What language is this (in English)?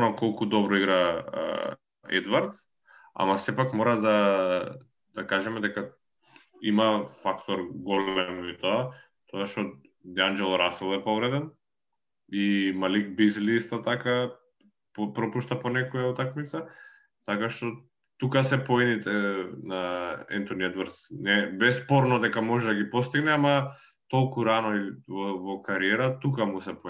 Macedonian